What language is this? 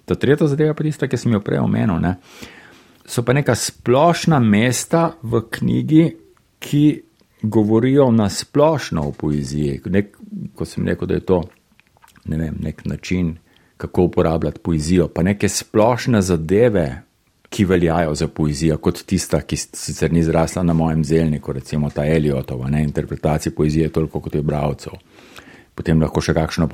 Slovenian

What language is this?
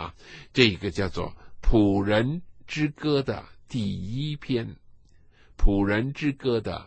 Chinese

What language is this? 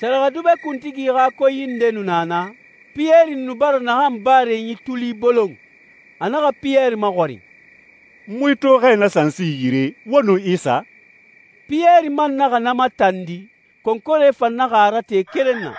Susu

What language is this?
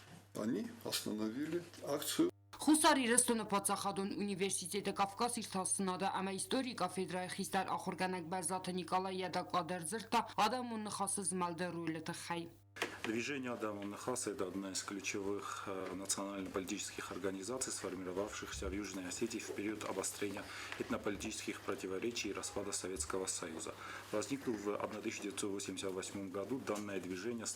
Ossetic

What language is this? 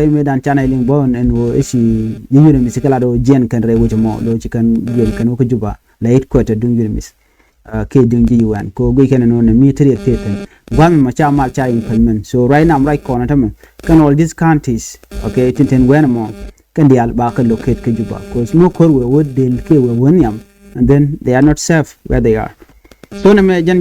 Nuer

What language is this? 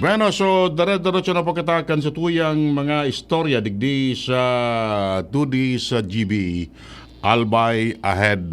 Bikol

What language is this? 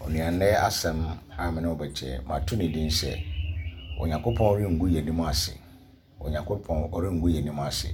Akan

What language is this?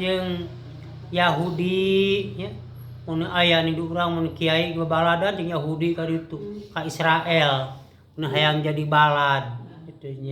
Sundanese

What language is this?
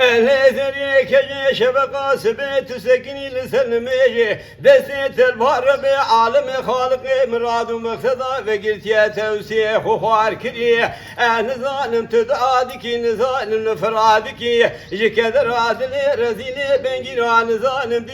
Kurdish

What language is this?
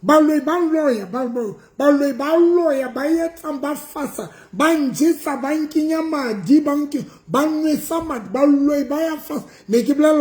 Southern Sotho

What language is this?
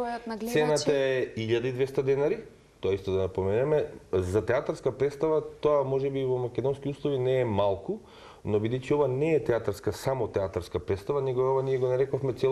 Macedonian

